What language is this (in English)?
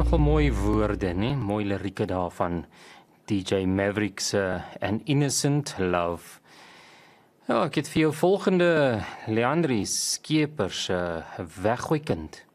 Afrikaans